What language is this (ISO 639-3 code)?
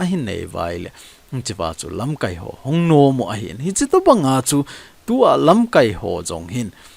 tcz